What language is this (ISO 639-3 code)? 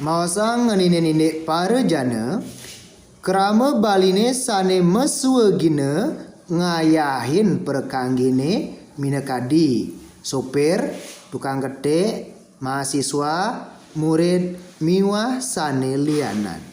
ban